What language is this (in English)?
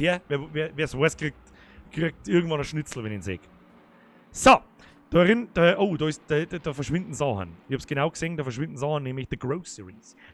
Bavarian